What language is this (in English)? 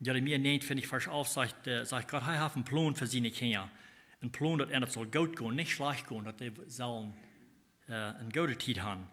Plautdietsch